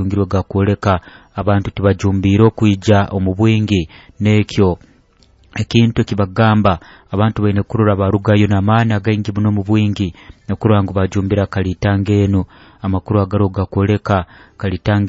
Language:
Nyoro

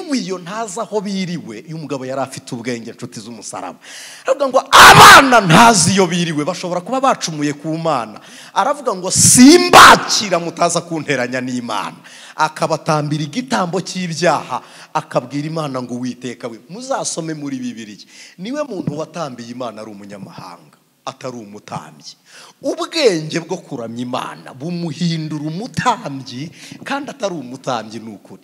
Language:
Kinyarwanda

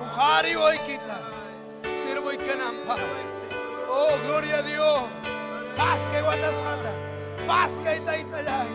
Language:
Ayacucho Quechua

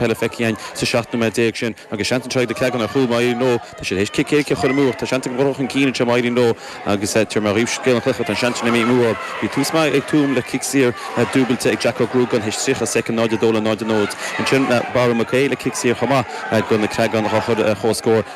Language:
Irish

